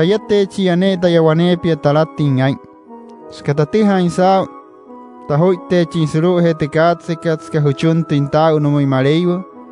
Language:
Wayuu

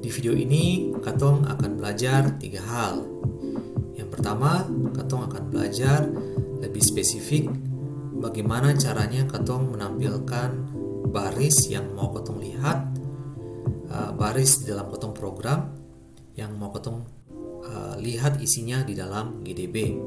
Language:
Ambonese Malay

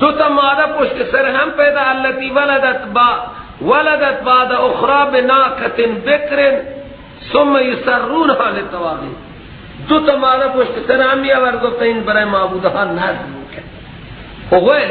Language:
Persian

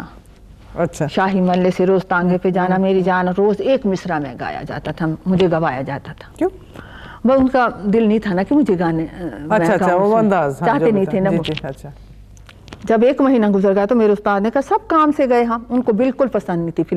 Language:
Urdu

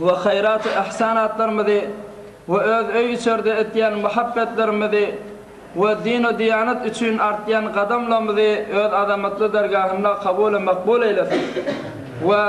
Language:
Turkmen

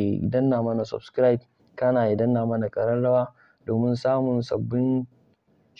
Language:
Hausa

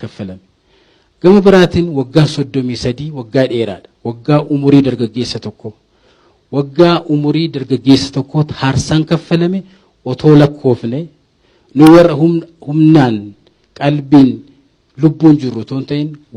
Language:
Oromo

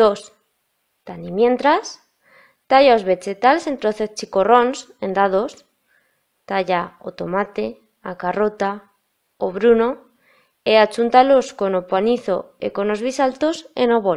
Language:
Aragonese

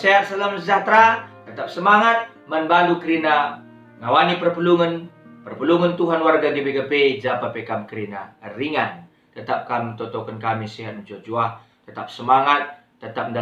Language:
Batak Karo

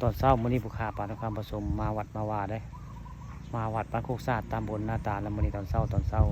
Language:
Northeastern Thai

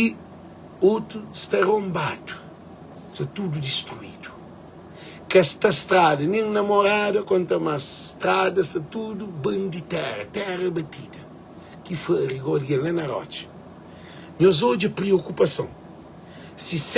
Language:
Kabuverdianu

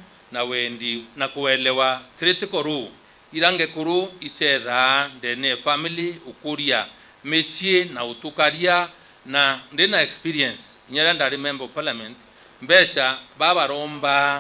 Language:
Meru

